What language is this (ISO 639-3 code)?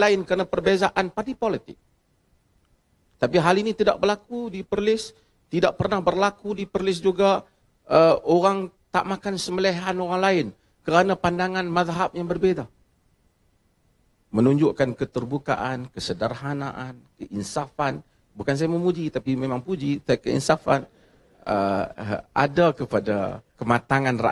msa